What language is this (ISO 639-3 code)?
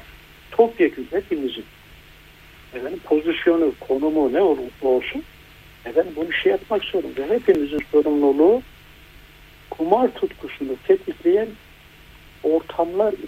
tur